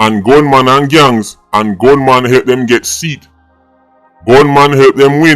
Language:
Jamaican Creole English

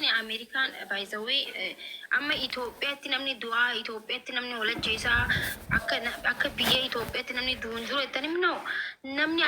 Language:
Oromo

